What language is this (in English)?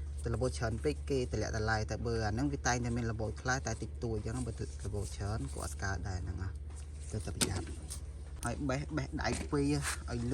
Khmer